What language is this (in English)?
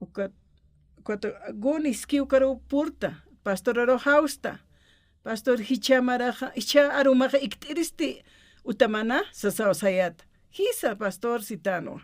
Aymara